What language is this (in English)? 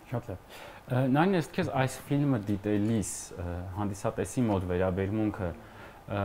Armenian